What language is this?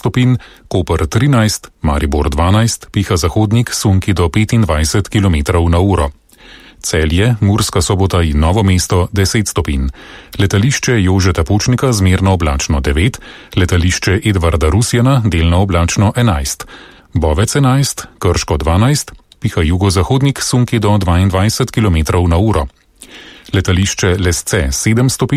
Slovenian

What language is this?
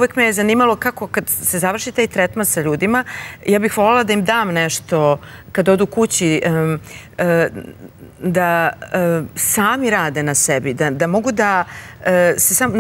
Serbian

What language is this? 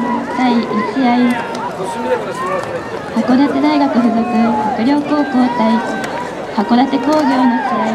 Japanese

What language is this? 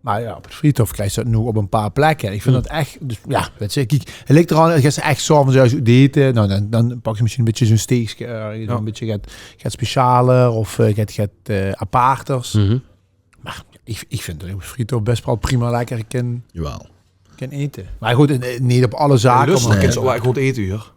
Limburgish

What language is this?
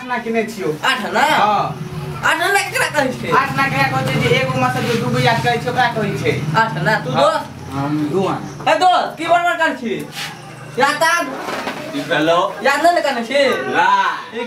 Maithili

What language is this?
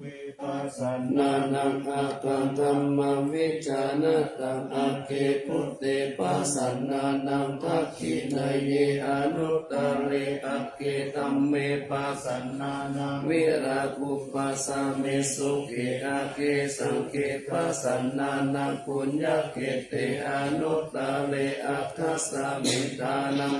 Pali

